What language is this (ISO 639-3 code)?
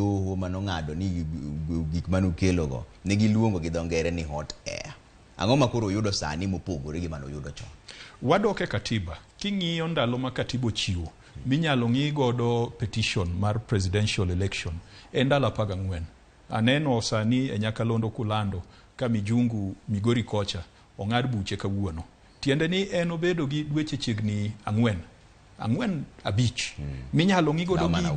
luo